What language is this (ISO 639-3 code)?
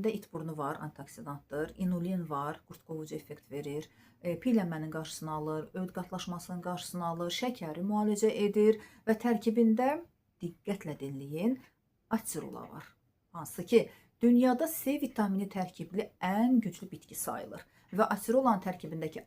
aze